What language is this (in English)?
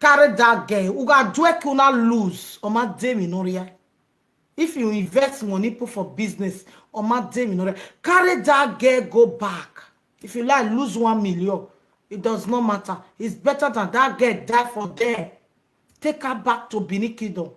Nigerian Pidgin